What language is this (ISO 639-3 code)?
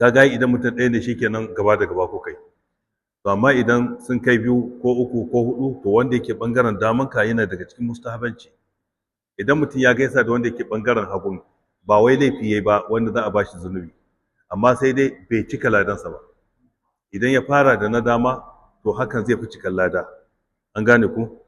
hau